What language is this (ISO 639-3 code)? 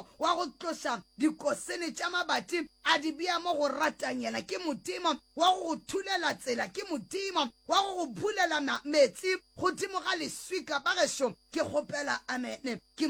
nso